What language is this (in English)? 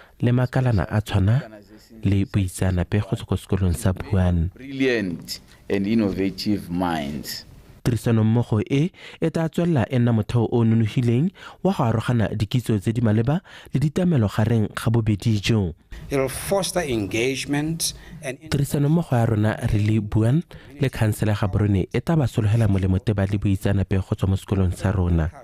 Tswana